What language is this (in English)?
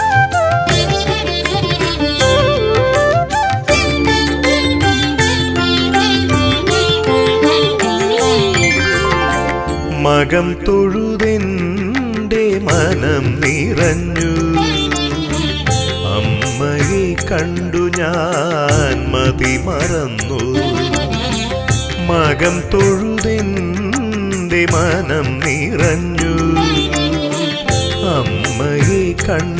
Malayalam